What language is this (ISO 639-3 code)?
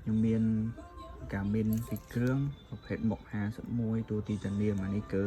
khm